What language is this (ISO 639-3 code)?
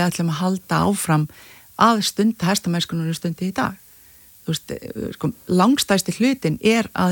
isl